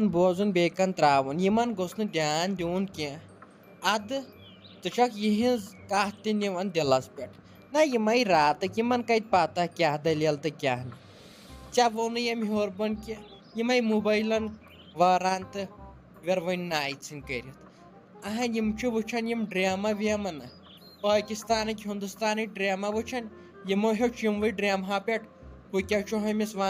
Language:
Kashmiri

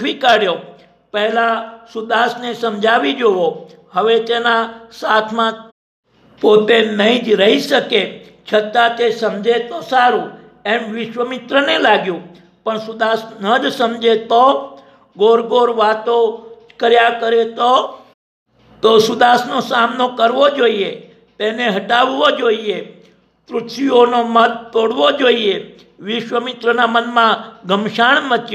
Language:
Gujarati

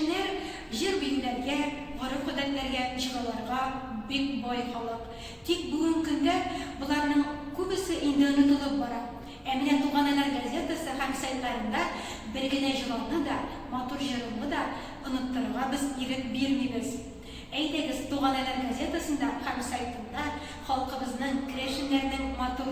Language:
Tatar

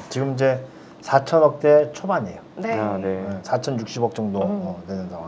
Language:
Korean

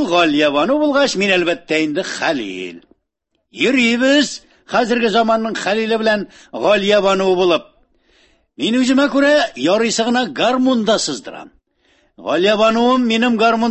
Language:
Tatar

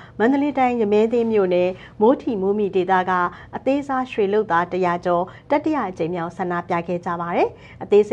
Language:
Burmese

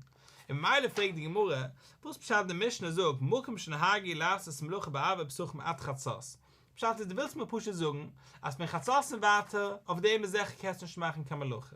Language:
Yiddish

